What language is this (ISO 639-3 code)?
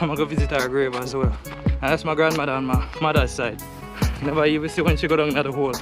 jam